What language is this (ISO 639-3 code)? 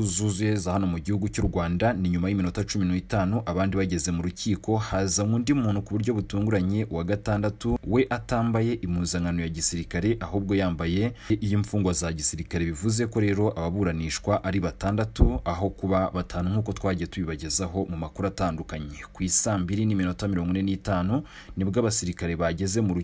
kin